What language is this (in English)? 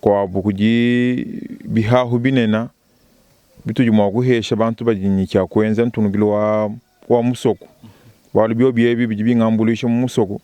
Luba-Lulua